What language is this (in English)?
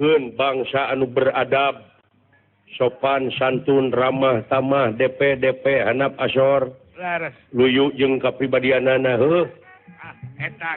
Sundanese